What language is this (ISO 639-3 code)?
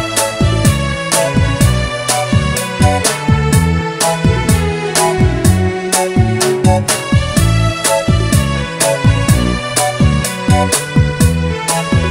mal